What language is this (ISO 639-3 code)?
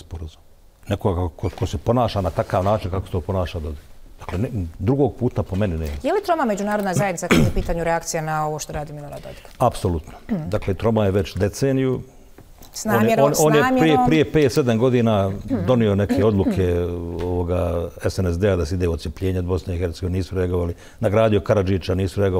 bos